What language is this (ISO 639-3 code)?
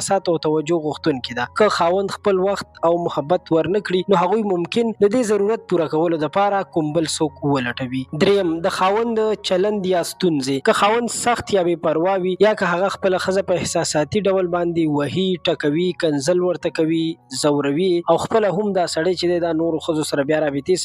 pus